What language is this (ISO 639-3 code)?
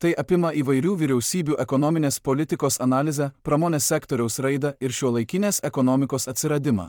lit